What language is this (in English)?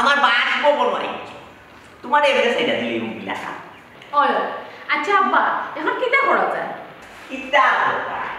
Sylheti